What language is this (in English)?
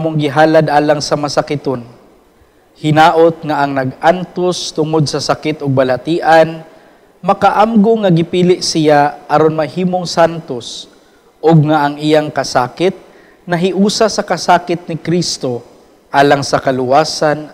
Cebuano